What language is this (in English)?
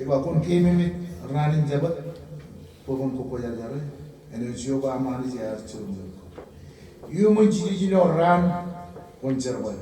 Marshallese